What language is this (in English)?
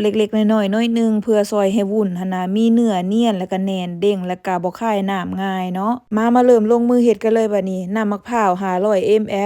Lao